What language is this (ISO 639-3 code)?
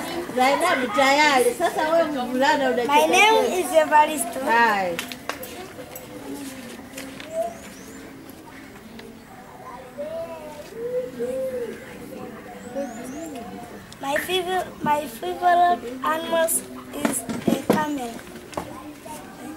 swa